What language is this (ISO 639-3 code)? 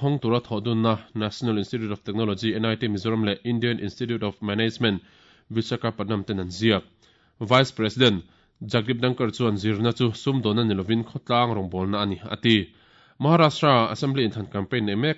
lus